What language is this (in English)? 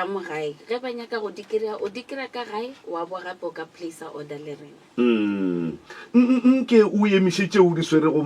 Northern Sotho